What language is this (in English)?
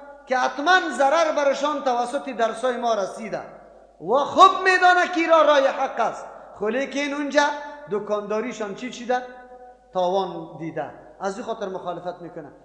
Persian